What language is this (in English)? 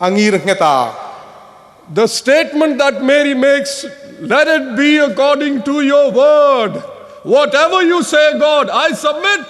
Hmar